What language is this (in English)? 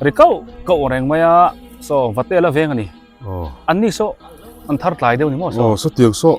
Biete